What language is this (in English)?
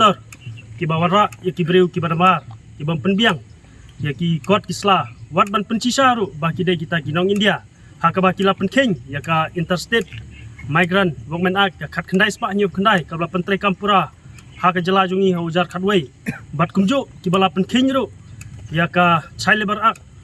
Khasi